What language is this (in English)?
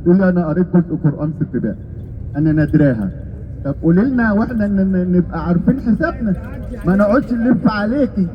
Egyptian Arabic